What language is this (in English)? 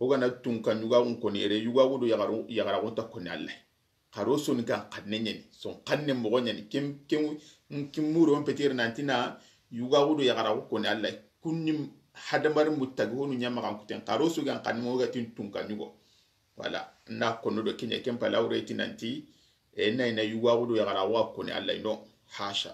Soninke